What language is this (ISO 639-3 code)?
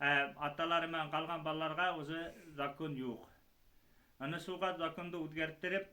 bak